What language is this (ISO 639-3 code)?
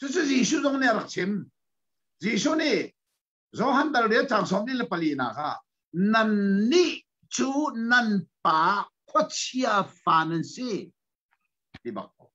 cnh